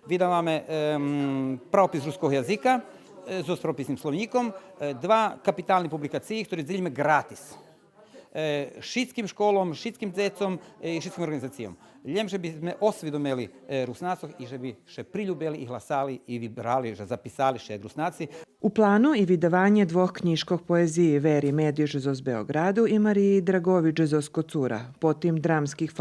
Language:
Rusyn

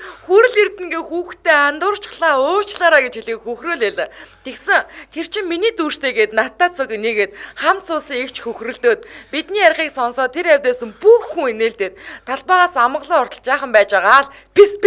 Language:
Mongolian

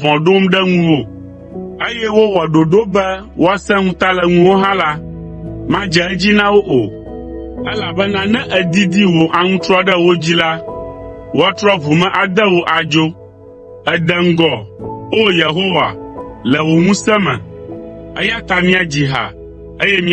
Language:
Ewe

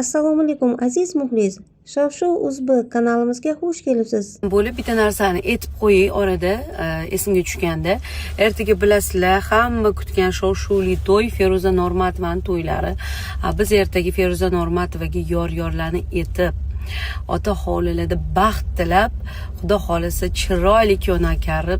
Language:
Uzbek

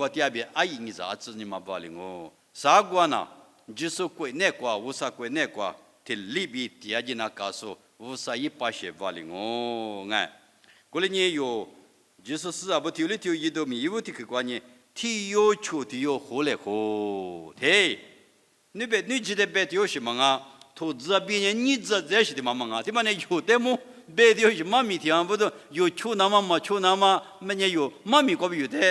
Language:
Lisu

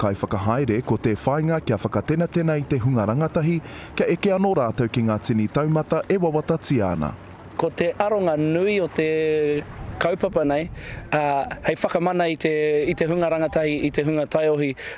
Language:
Māori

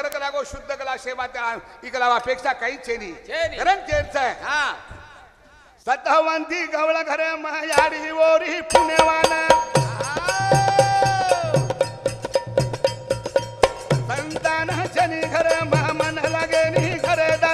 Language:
Lambadi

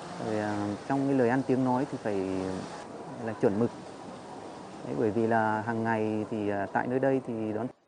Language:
Vietnamese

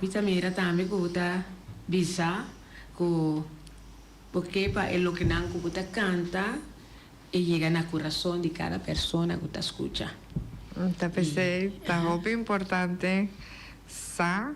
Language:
Papiamento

